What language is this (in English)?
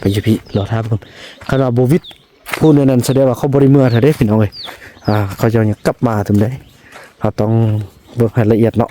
Northeastern Thai